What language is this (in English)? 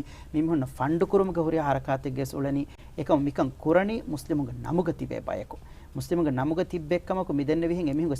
Divehi